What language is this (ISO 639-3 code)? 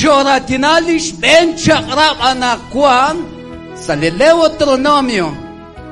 kek